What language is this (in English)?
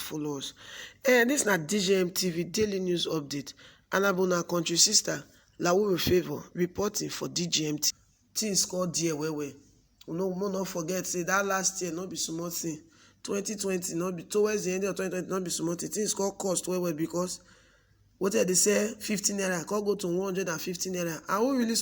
Nigerian Pidgin